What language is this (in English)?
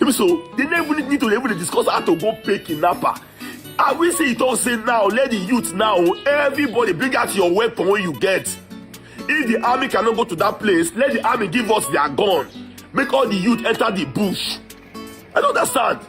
Nigerian Pidgin